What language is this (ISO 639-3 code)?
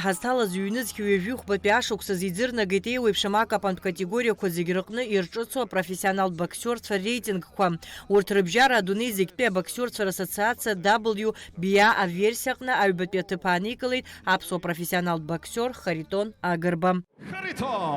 abk